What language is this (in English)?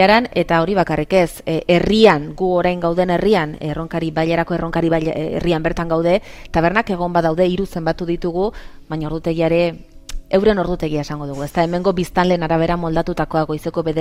Basque